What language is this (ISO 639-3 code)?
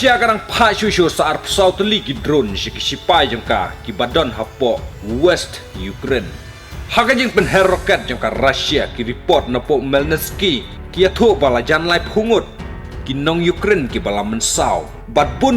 kha